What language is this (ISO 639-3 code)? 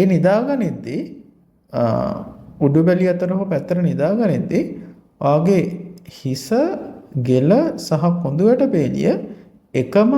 sin